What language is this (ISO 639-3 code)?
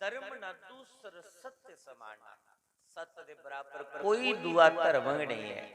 doi